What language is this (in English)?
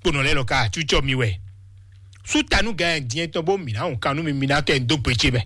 Fon